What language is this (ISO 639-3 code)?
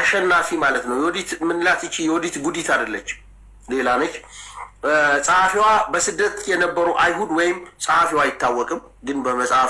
amh